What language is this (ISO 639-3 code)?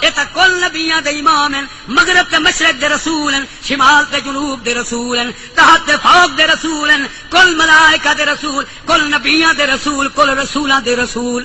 skr